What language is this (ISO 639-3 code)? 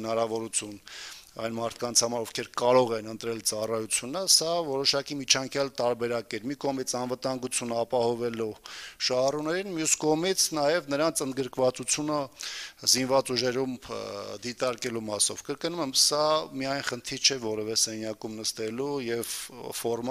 hye